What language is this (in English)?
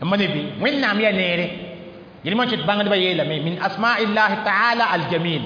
Mossi